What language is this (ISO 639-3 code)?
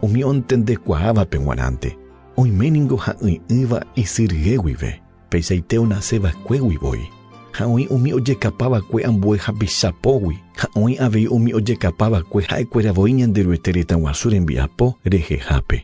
grn